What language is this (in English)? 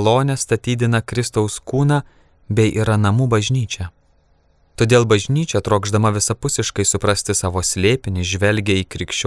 Lithuanian